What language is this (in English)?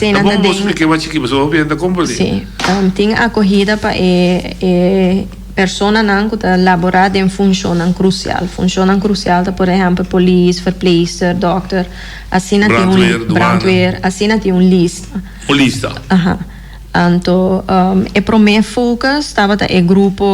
Papiamento